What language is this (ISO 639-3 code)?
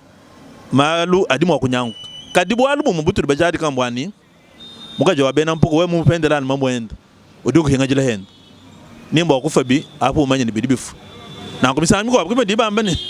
lua